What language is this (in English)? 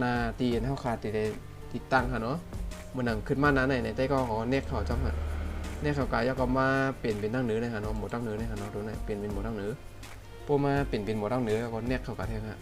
Shan